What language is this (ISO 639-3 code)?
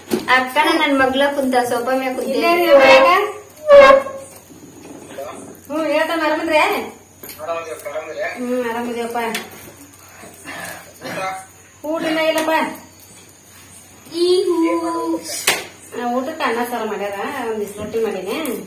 kan